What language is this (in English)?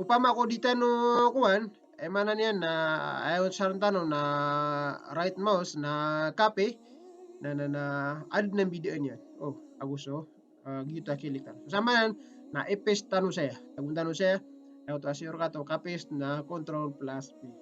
Maranao